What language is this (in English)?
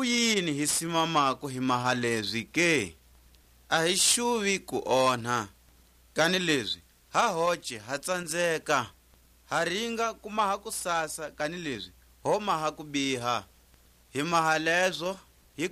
Tswa